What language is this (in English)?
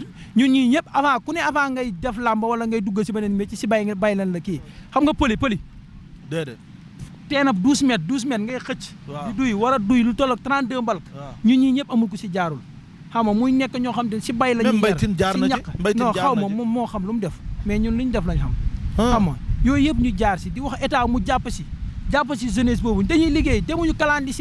Wolof